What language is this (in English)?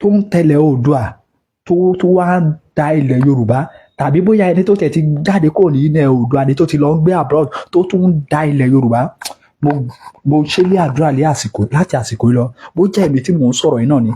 Yoruba